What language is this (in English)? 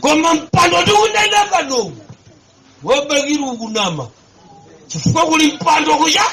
Nyanja